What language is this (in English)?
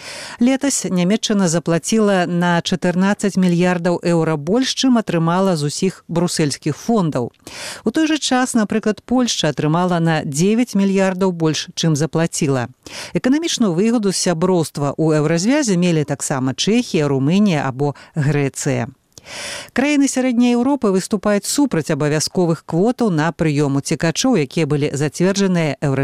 Belarusian